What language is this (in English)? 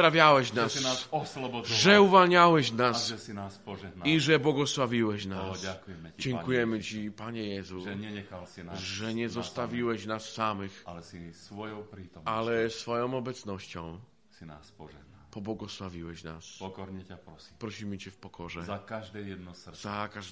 Polish